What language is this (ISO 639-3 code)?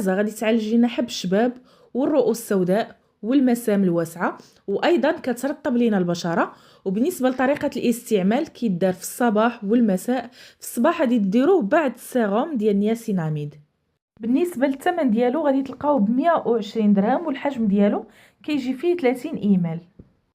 ary